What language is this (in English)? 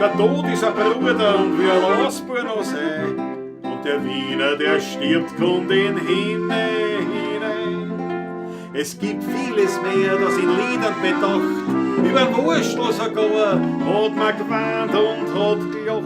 Bavarian